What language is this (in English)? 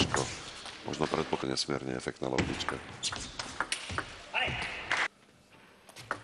Slovak